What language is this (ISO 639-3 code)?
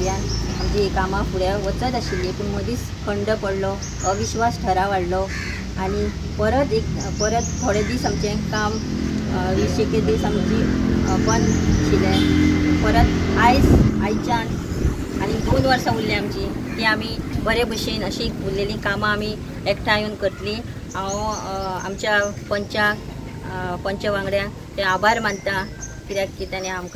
kok